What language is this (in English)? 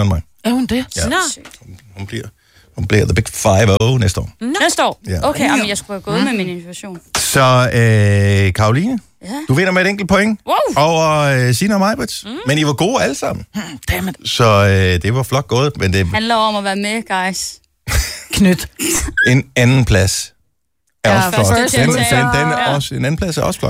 Danish